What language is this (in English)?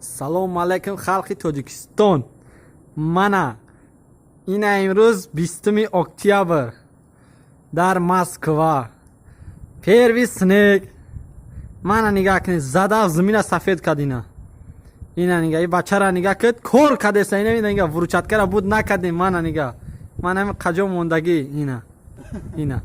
Tajik